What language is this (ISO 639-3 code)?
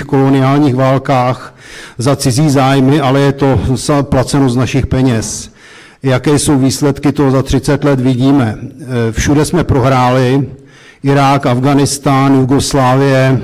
ces